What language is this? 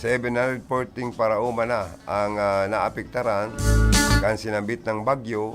Bikol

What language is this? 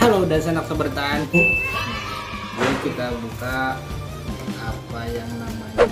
Banjar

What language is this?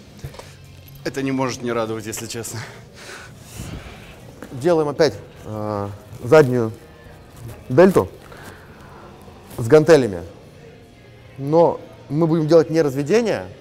Russian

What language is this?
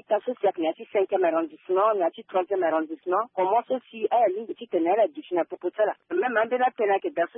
Sango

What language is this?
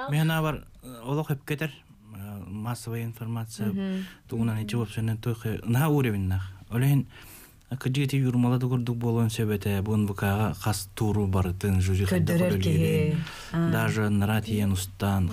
Yakut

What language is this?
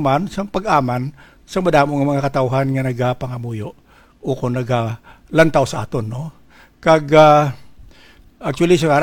Hiligaynon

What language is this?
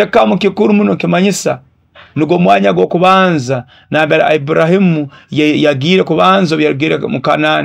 Nyoro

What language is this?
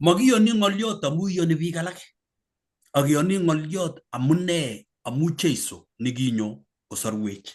Kalenjin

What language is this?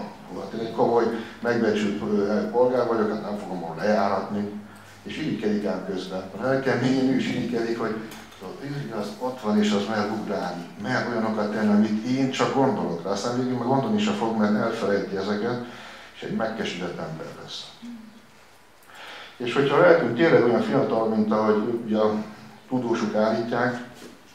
Hungarian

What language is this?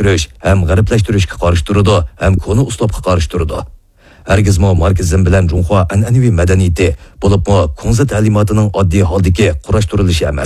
Uyghur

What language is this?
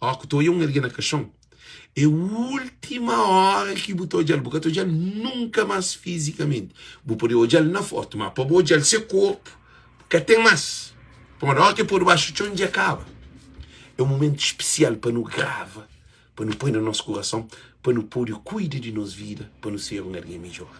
Kabuverdianu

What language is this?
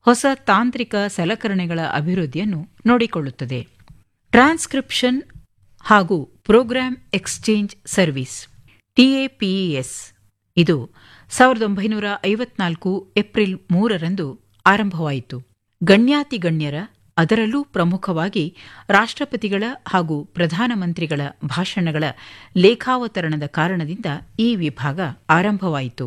Kannada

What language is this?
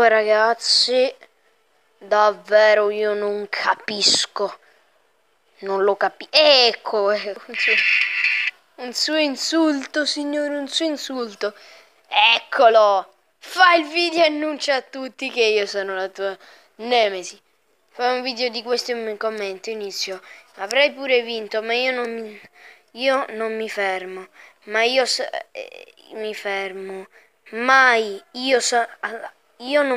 Italian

